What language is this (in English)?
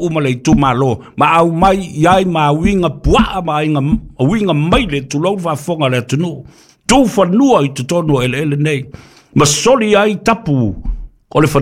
Samoan